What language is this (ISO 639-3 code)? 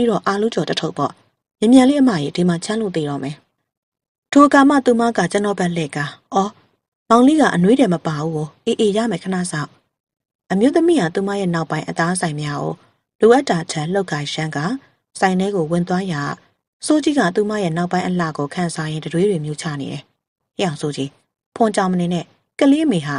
mya